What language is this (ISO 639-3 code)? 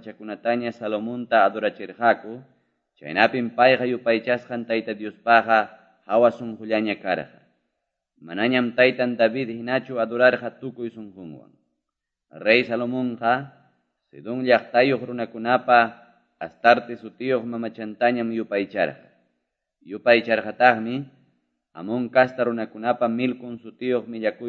quy